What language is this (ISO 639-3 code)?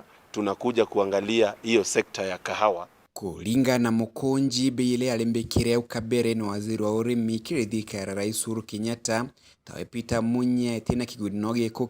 mer